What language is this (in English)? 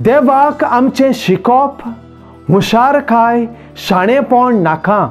Konkani